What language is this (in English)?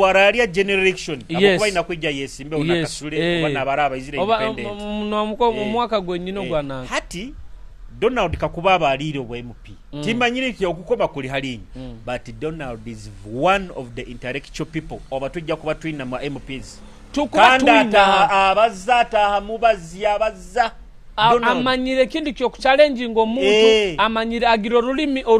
Nyoro